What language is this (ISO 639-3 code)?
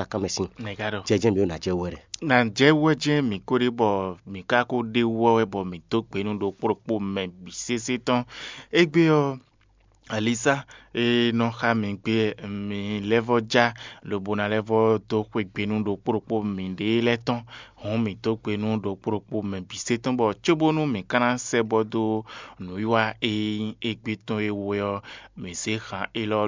fon